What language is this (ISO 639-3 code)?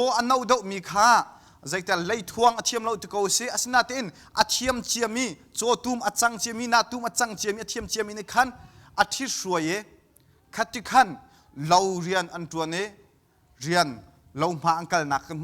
cnh